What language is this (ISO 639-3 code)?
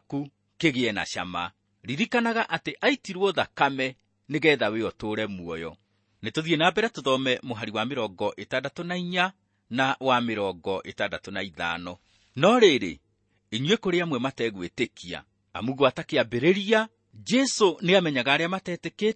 kik